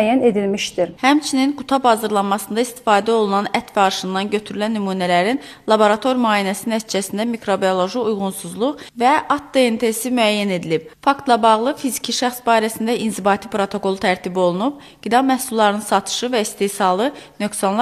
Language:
Azerbaijani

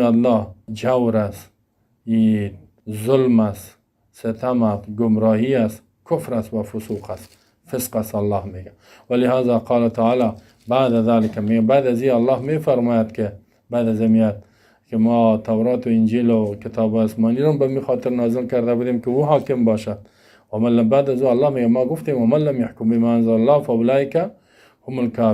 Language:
Persian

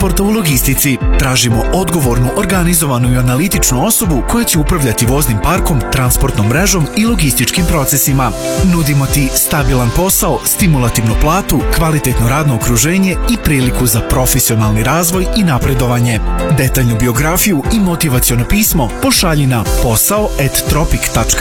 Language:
Serbian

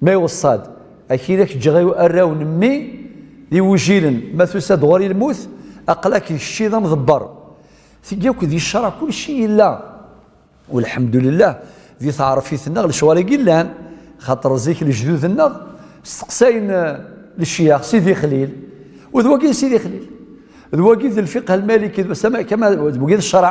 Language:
Kabyle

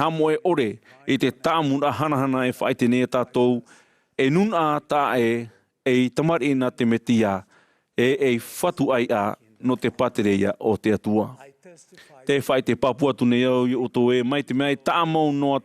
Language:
Tahitian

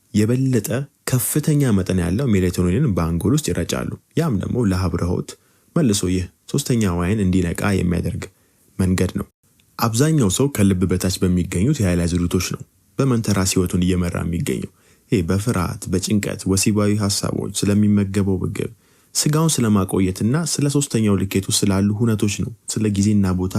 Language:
Amharic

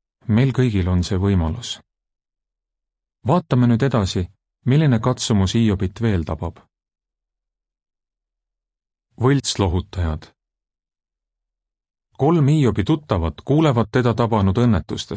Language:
Estonian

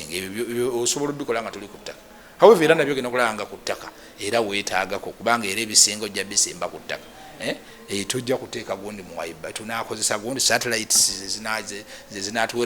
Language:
Ganda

